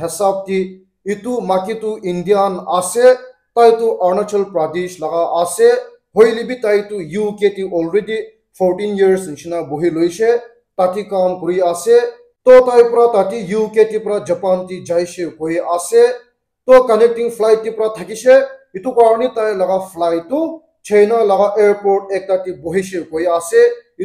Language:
Naga Pidgin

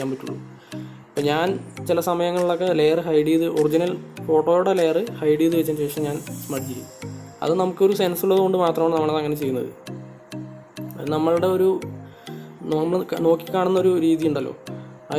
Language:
Malayalam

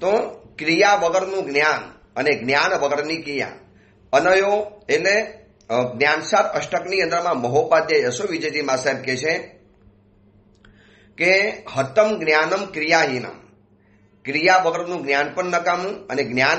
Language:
Gujarati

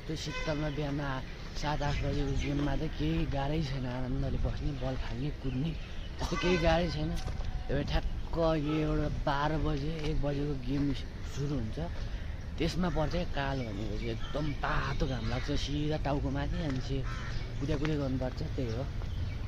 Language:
Nepali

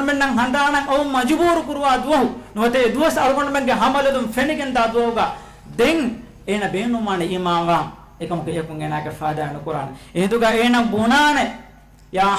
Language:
Divehi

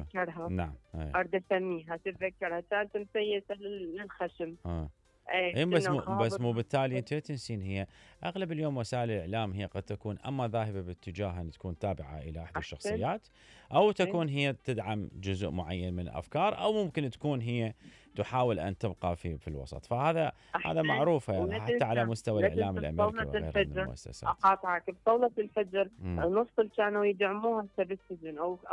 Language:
Mesopotamian Arabic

